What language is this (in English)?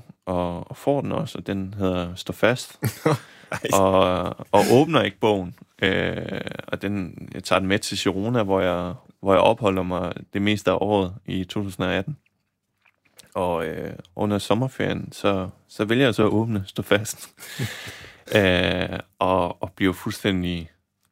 Danish